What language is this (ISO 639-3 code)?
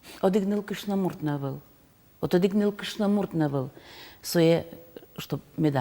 udm